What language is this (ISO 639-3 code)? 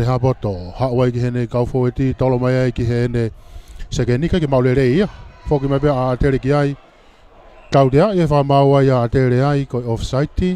ton